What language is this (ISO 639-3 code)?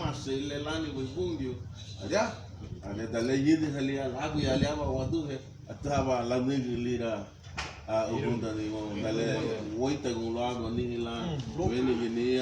cab